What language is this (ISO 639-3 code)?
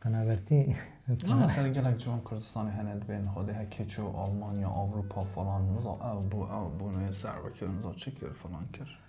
kur